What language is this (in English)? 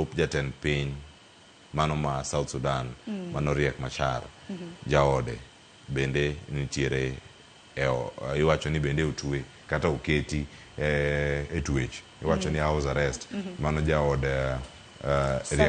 Luo (Kenya and Tanzania)